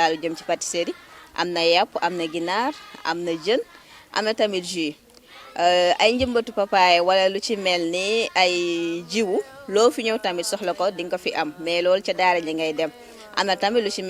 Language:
Wolof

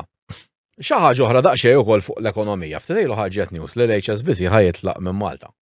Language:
Maltese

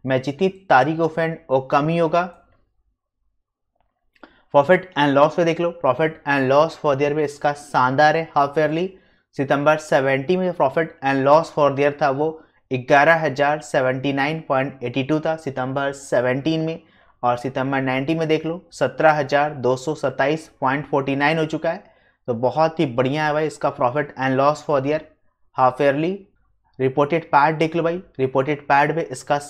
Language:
Hindi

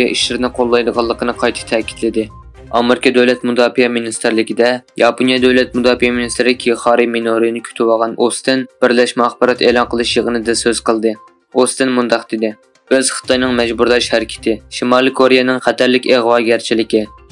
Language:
Uyghur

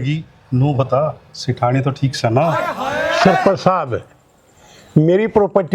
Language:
Haryanvi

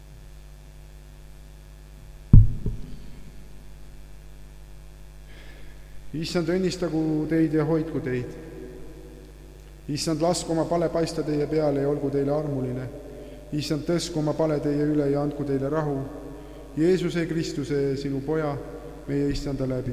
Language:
Estonian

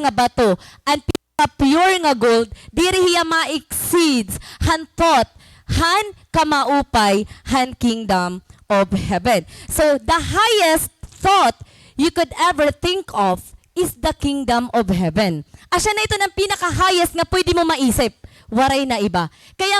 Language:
Waray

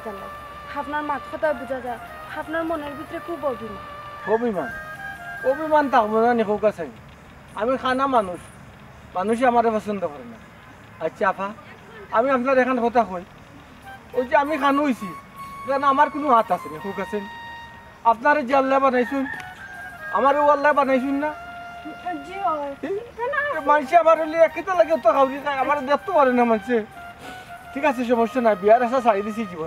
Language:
Sylheti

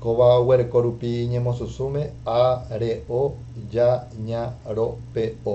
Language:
Guarani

